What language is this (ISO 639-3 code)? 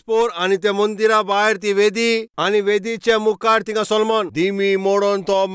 kok